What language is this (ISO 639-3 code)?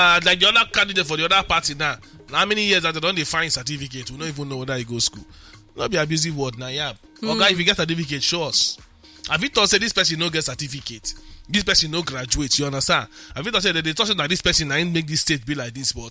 pcm